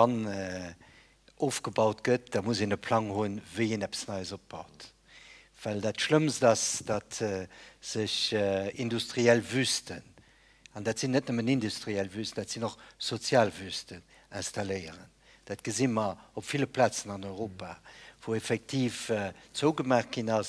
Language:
Luxembourgish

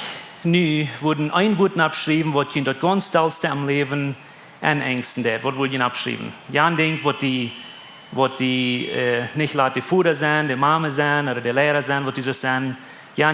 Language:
Plautdietsch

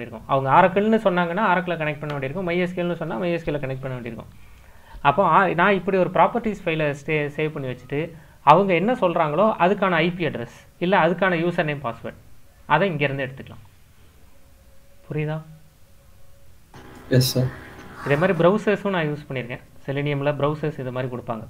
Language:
Tamil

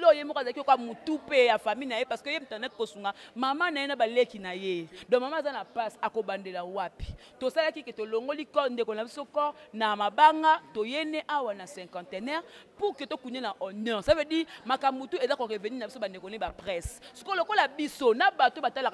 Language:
Lingala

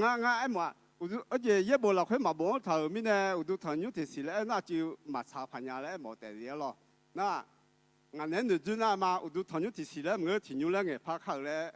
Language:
Akha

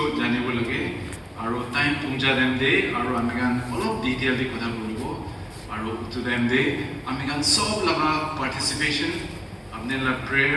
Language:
Naga Pidgin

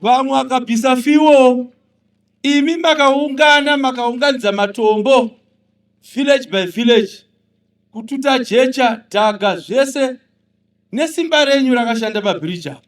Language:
Shona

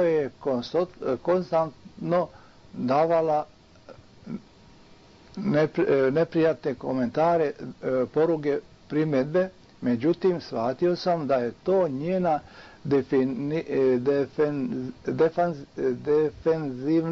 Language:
Croatian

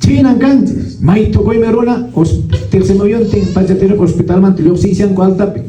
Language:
Quechua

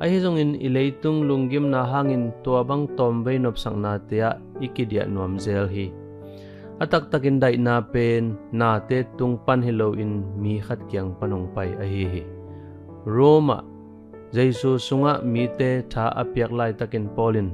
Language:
Tedim Chin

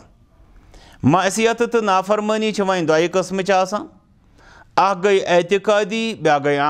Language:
Kashmiri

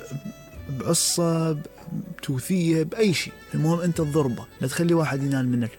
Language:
Mesopotamian Arabic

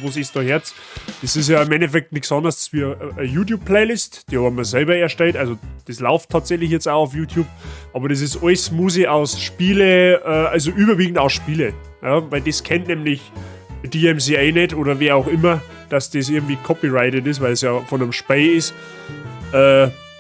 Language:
Bavarian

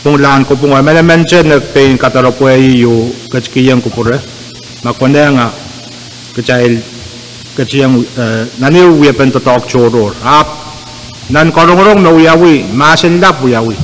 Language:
Pohnpeian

